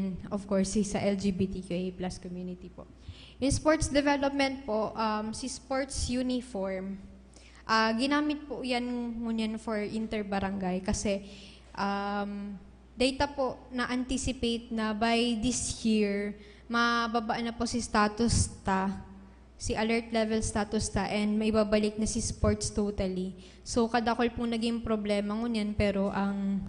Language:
Bikol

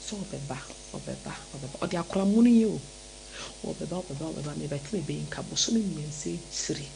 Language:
Akan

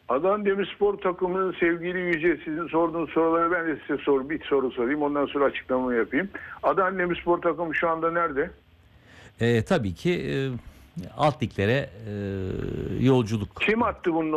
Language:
Turkish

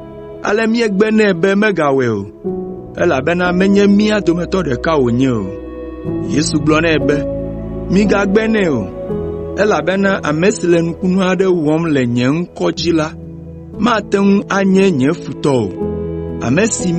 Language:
Ewe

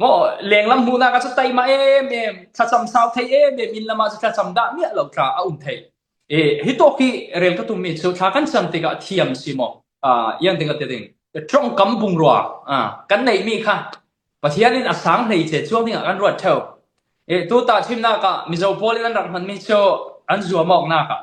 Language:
Falam Chin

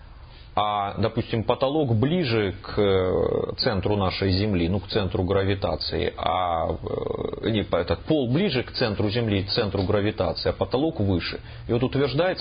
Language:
Russian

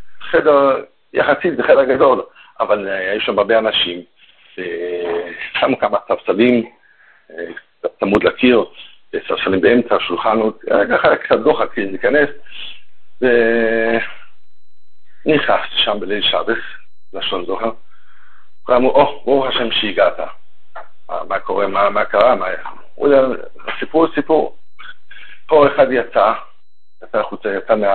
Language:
Hebrew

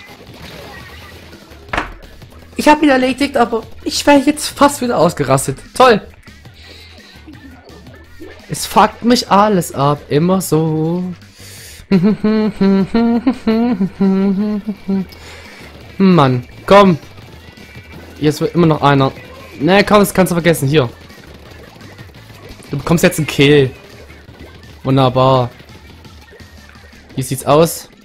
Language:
German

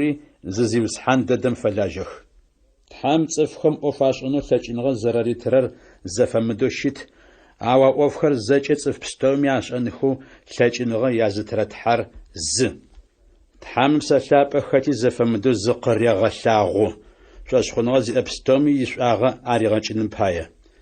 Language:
Adyghe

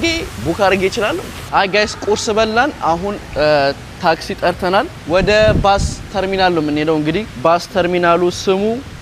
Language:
Amharic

